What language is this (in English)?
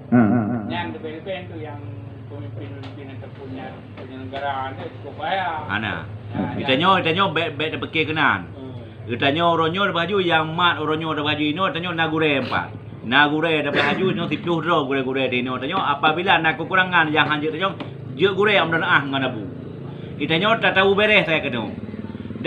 Achinese